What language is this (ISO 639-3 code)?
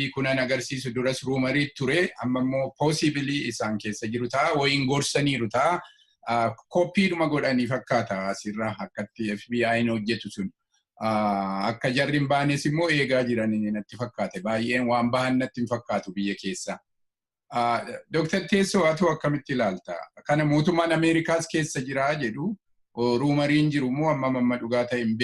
orm